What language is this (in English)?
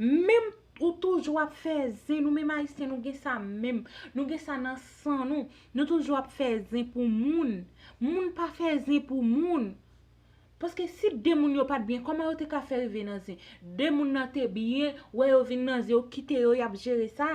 Haitian Creole